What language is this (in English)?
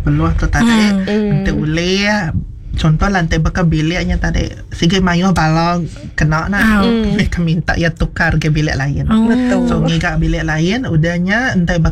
Iban